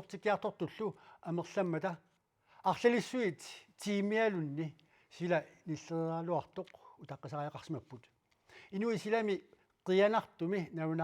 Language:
Kalaallisut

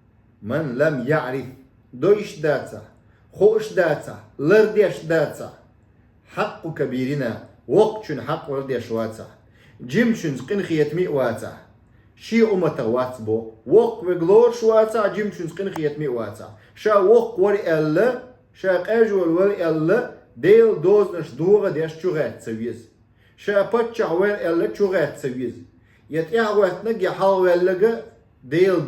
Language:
Chechen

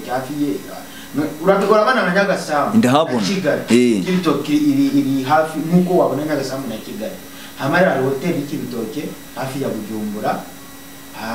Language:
Kinyarwanda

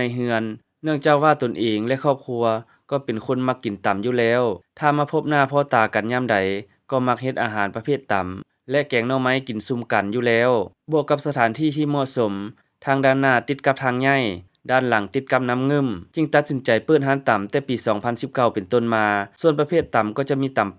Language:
Lao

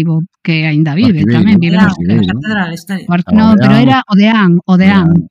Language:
Galician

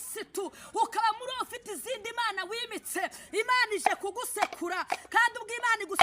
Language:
Kinyarwanda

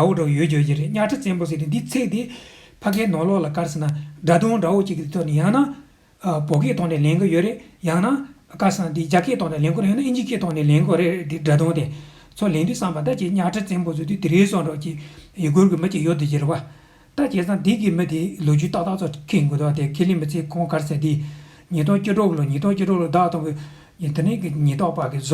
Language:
Tibetan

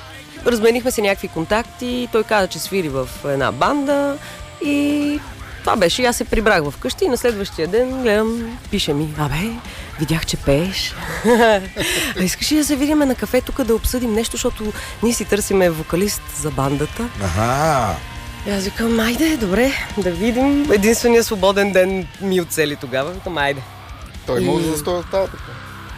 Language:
Bulgarian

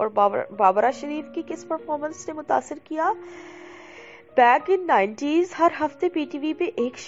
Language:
Urdu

